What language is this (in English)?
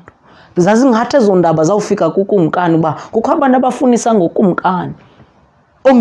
Xhosa